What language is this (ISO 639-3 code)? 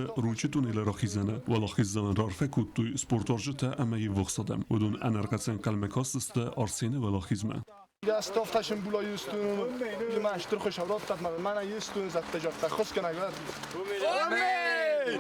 oss